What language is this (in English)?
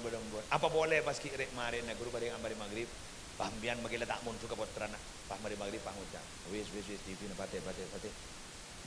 Madurese